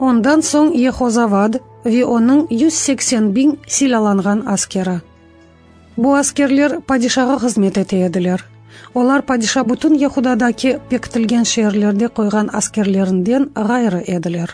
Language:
Crimean Tatar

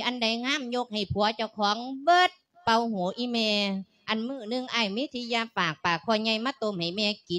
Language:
Lao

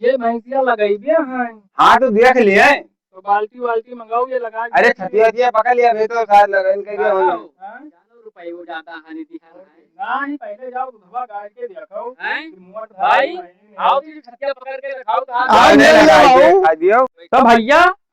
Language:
Awadhi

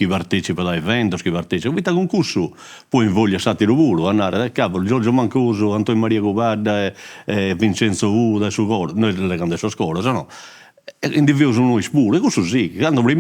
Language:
Sardinian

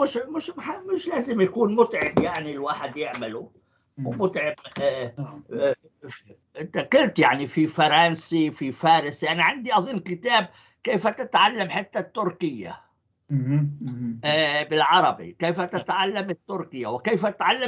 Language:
North Levantine Arabic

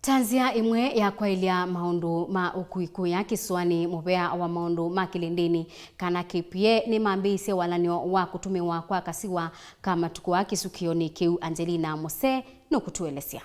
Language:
Kamba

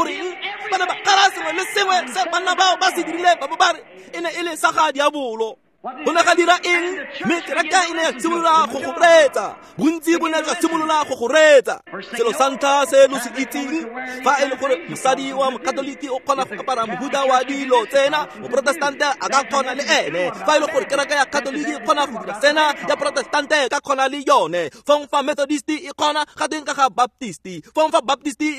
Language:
Tswana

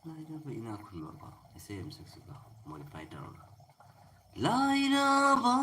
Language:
Manipuri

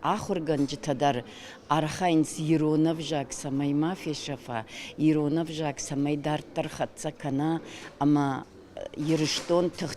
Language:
Ossetic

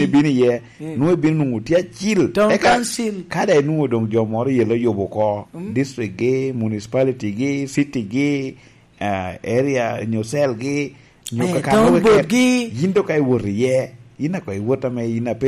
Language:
Lango (Uganda)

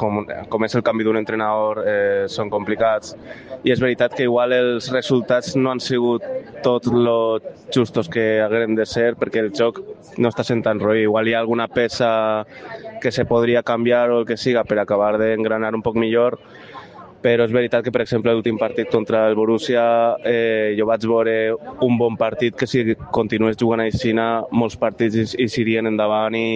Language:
Catalan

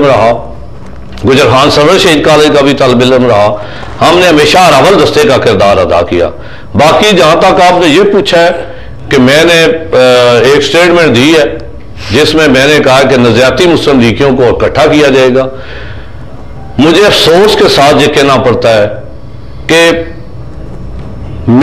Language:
Urdu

